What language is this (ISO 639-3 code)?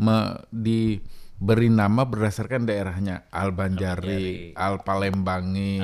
bjn